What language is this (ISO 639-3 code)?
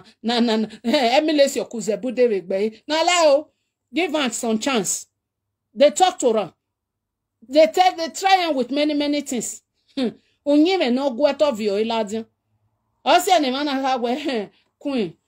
pcm